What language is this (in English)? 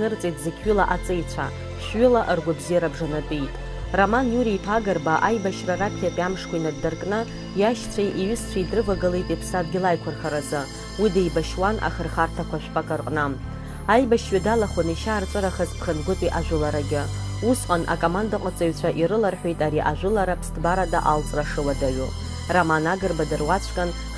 Abkhazian